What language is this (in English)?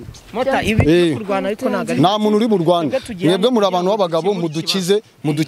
Kinyarwanda